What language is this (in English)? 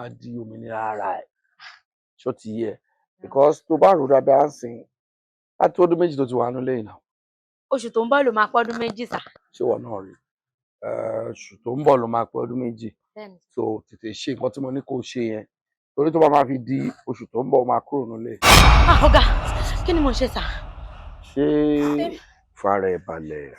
Yoruba